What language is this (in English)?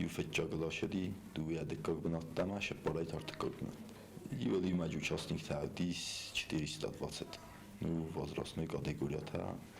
Ossetic